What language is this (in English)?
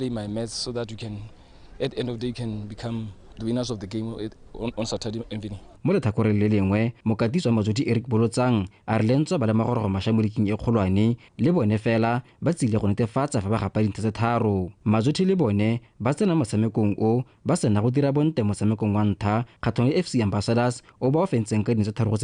Tswana